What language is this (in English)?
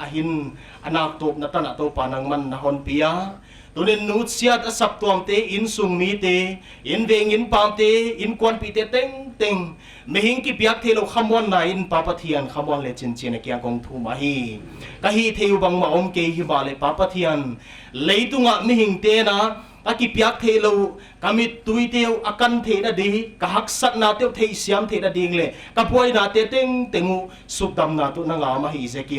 Paite Chin